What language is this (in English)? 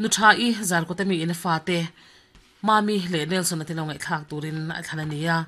Mizo